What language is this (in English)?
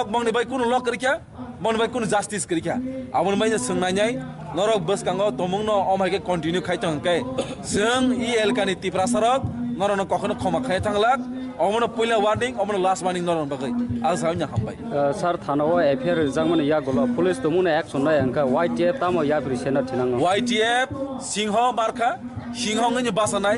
Kok Borok